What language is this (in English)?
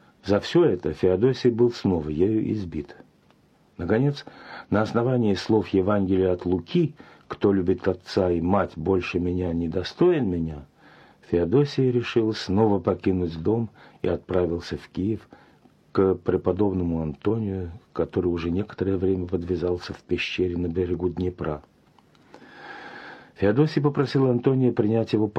Russian